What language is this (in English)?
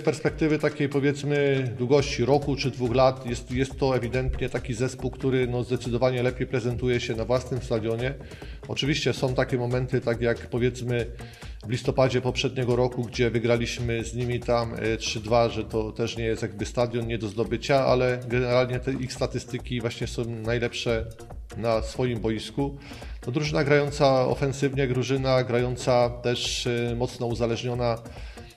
Polish